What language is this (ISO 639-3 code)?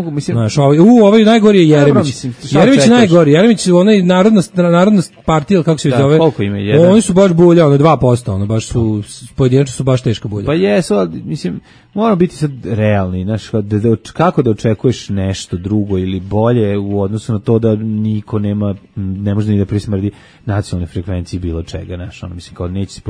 srp